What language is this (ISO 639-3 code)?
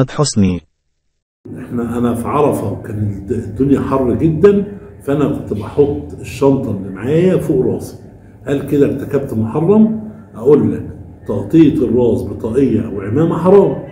arz